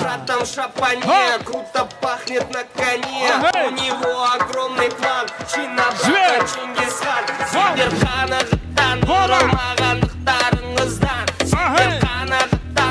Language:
Kara-Kalpak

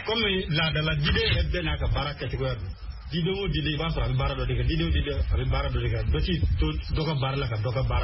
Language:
Bambara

